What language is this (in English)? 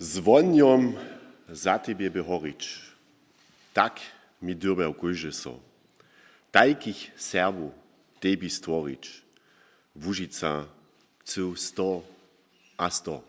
Upper Sorbian